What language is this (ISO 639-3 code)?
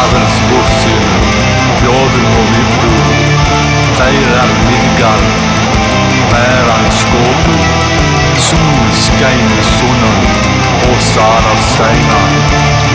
isl